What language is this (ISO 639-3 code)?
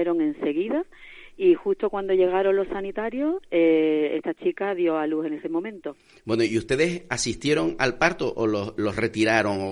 spa